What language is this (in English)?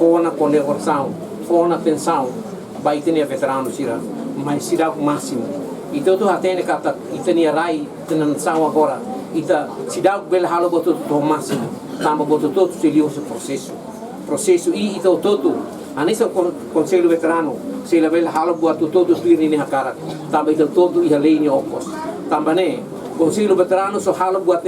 Tetum